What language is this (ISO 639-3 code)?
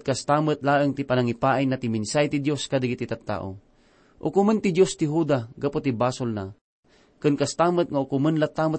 ilo